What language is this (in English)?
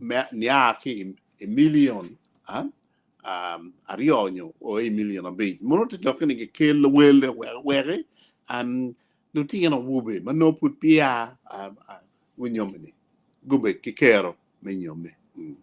Acoli